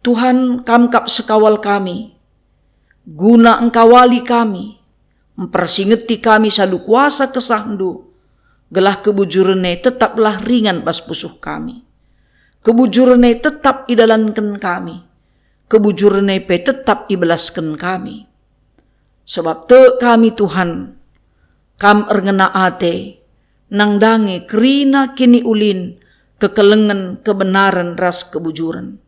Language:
Batak Karo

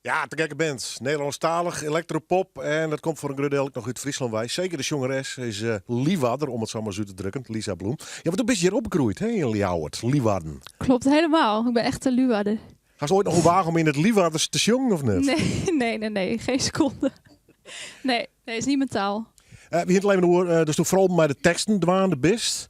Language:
Western Frisian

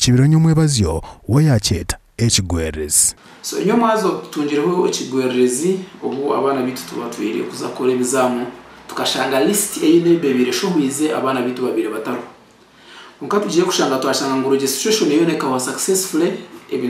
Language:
Nyankole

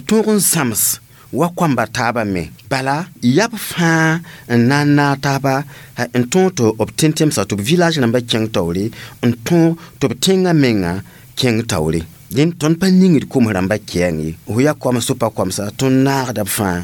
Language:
Mossi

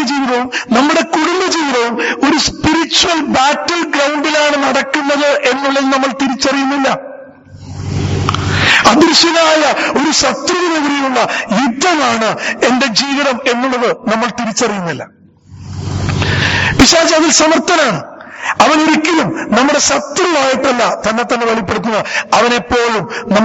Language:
Malayalam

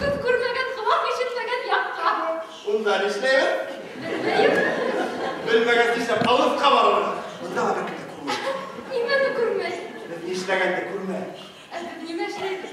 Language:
Bashkir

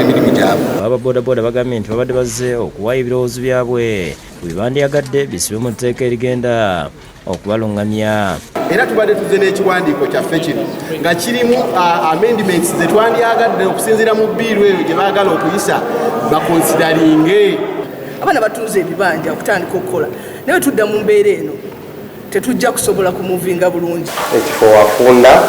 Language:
Ganda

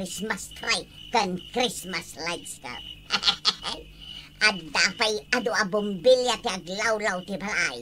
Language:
Iloko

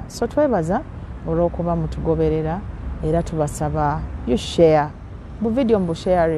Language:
Ganda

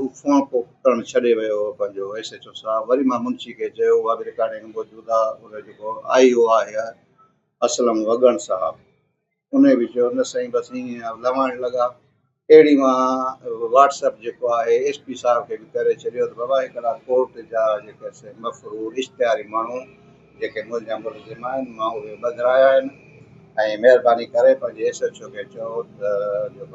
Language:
Sindhi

